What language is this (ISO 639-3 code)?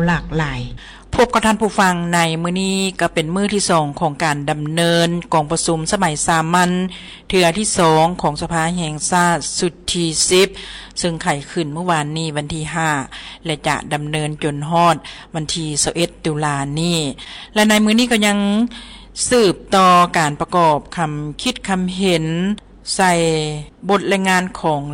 lao